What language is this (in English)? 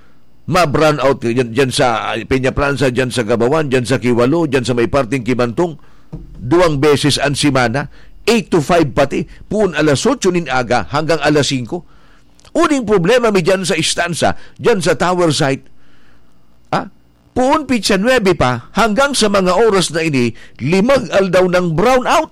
Bikol